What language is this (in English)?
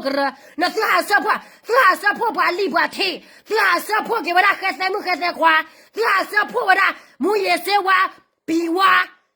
S'gaw Karen